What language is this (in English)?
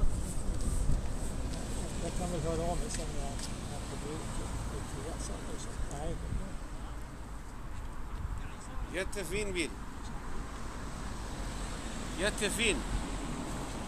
Swedish